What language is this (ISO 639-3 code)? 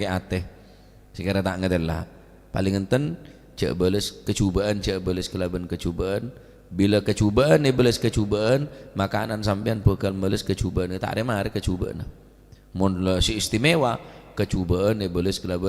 mad